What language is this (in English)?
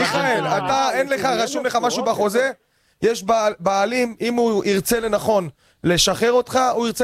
Hebrew